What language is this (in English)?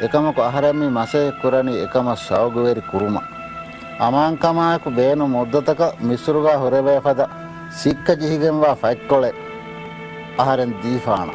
Divehi